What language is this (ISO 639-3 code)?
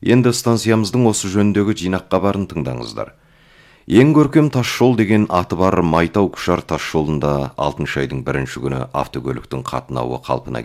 kaz